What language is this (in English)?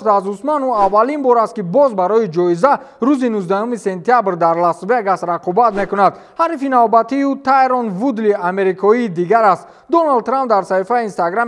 Tajik